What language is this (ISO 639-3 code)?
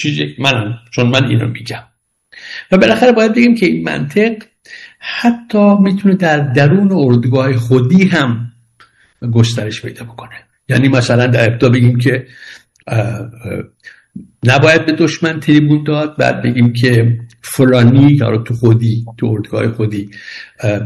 fas